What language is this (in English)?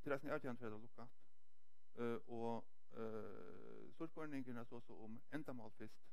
Faroese